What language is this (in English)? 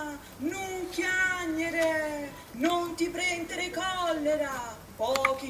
Neapolitan